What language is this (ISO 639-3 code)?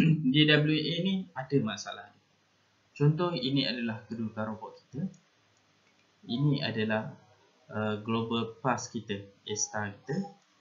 msa